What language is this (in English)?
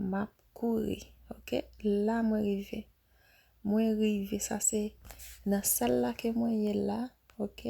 Haitian Creole